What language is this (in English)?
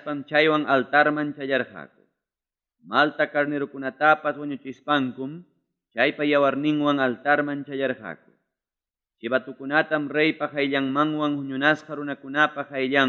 Ayacucho Quechua